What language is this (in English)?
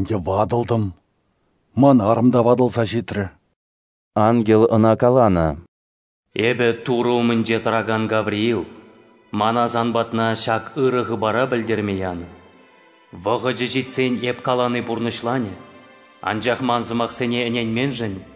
Chuvash